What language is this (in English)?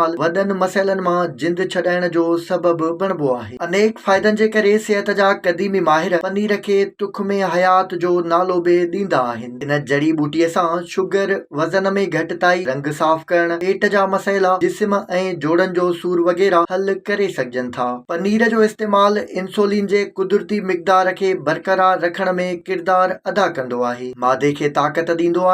Sindhi